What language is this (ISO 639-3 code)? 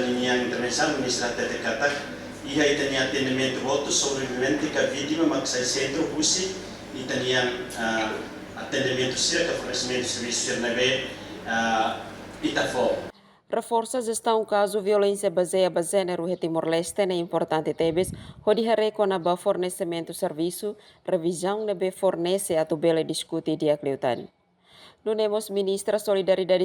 tet